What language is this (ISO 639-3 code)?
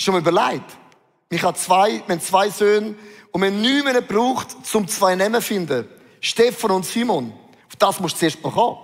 gsw